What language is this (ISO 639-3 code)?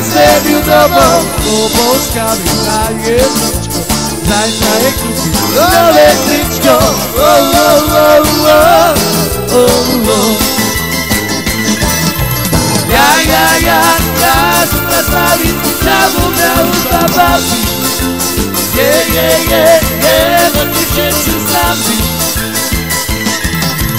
slk